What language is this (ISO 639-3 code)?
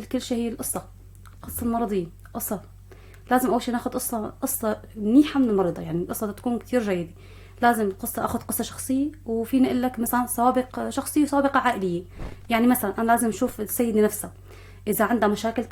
apc